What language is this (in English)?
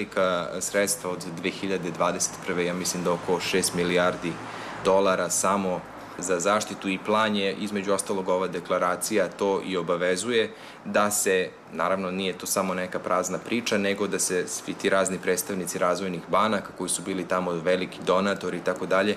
Serbian